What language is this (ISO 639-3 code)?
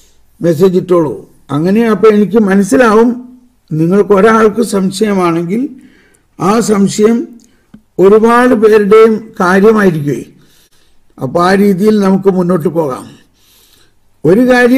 mal